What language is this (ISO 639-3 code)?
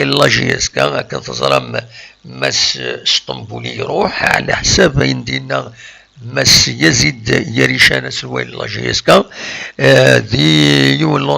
kab